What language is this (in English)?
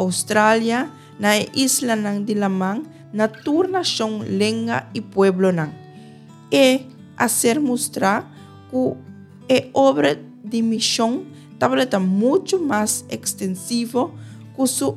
Papiamento